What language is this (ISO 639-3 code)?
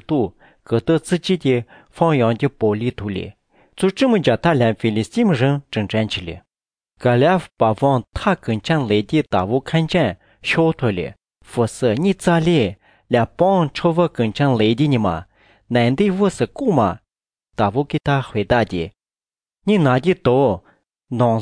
zho